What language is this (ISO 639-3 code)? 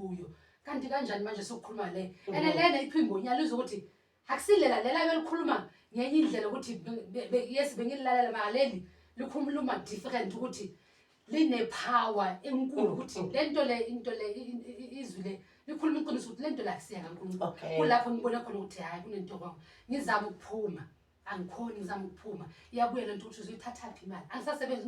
zul